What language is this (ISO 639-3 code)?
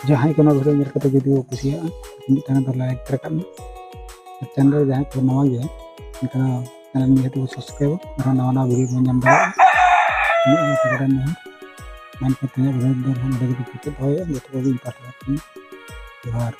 sat